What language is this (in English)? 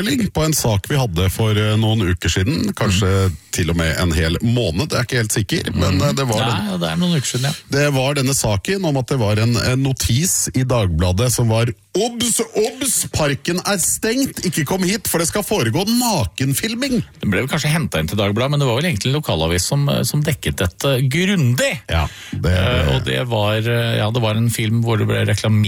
Norwegian